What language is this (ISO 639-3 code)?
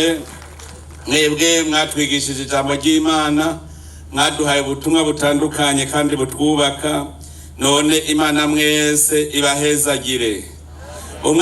run